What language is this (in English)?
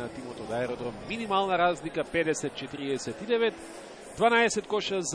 Macedonian